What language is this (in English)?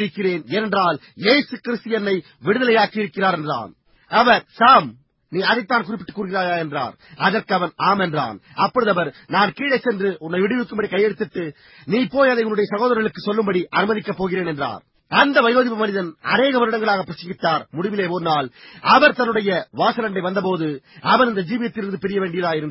Tamil